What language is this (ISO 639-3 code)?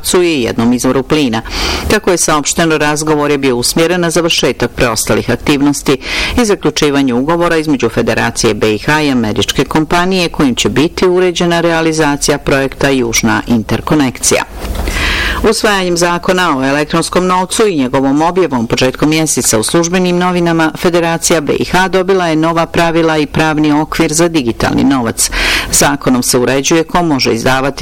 bos